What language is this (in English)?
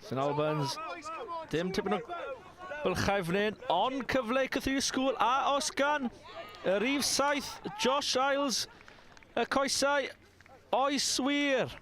Welsh